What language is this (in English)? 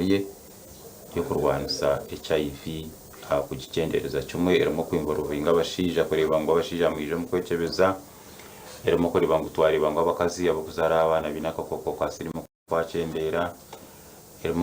Nyankole